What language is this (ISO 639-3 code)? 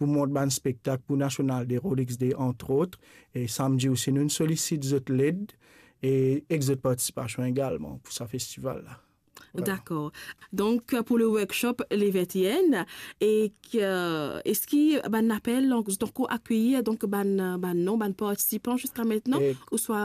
mfe